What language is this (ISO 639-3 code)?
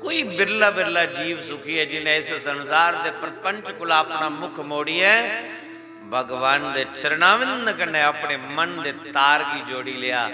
doi